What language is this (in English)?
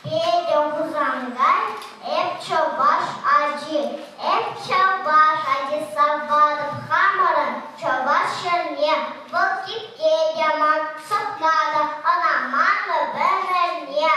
Chuvash